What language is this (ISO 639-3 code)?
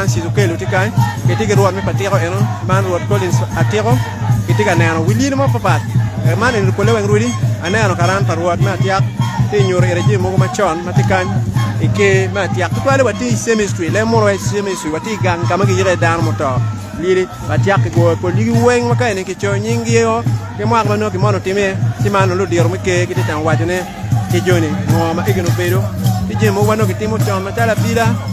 ach